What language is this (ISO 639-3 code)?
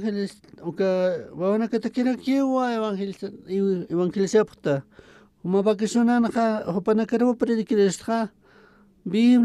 aym